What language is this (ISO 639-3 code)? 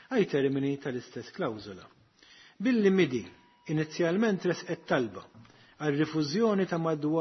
mlt